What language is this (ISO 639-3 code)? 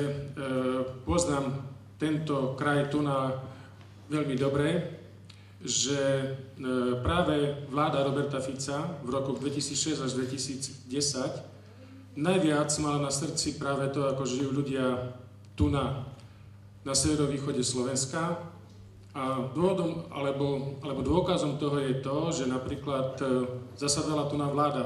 slk